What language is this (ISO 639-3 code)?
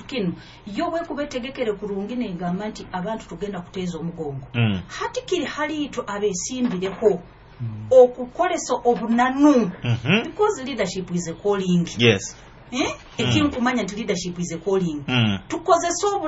nyo